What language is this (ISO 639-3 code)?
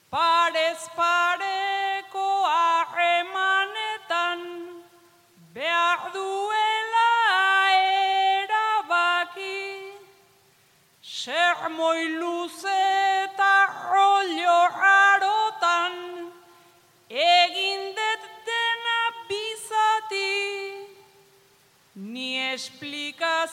eus